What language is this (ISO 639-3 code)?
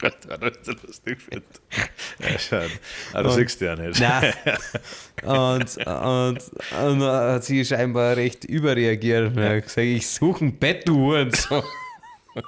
bar